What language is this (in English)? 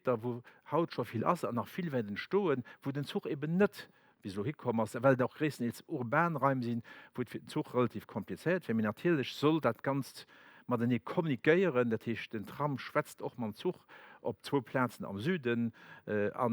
Luxembourgish